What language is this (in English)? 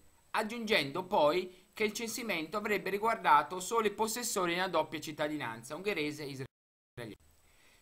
Italian